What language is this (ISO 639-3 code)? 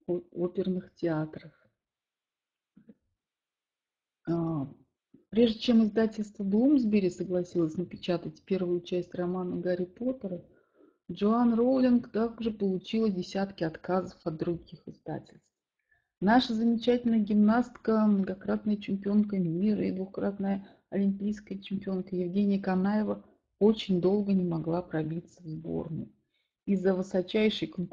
rus